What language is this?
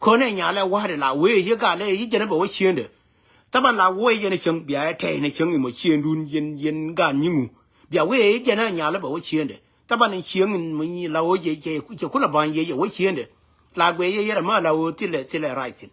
Nuer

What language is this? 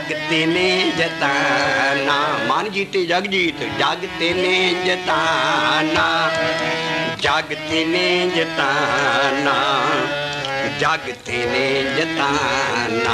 Punjabi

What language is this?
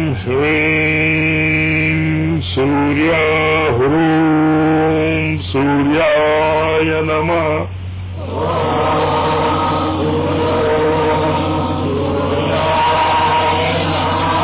Telugu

